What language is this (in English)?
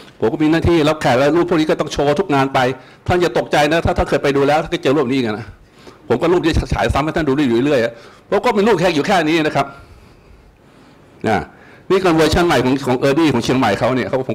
Thai